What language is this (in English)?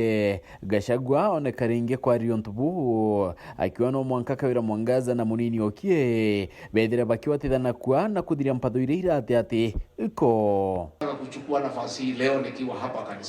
Meru